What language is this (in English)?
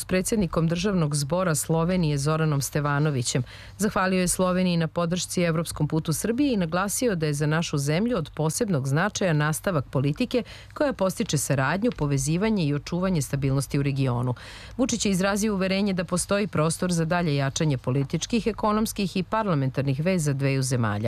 Serbian